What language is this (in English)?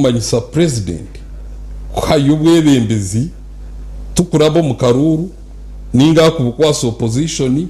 Nyankole